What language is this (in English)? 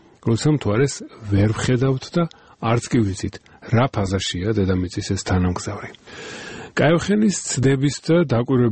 Georgian